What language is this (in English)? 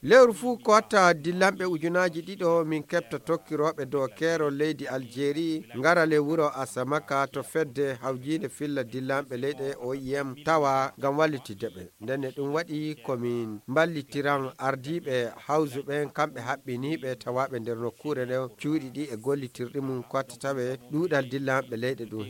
Fula